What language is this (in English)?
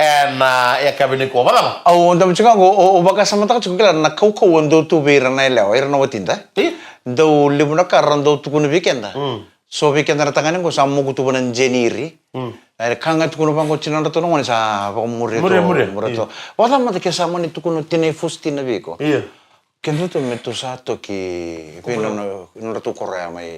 Fijian